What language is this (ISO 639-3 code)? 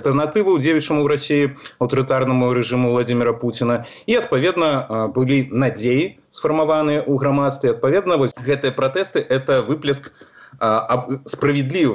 bel